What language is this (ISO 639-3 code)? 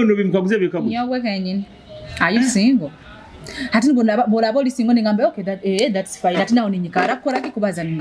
nyo